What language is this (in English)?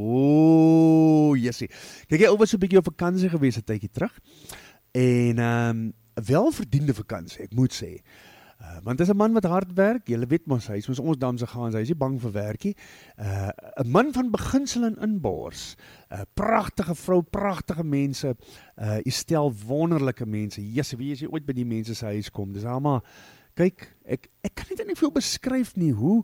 Afrikaans